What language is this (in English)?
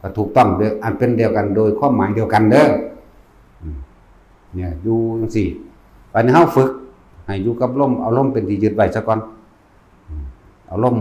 Northeastern Thai